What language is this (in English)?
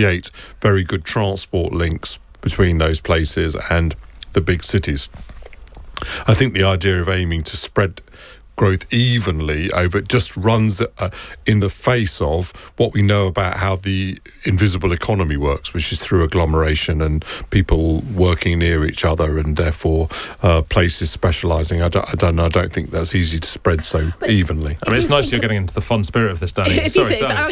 English